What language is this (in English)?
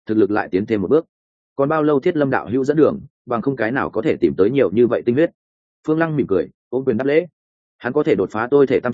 Vietnamese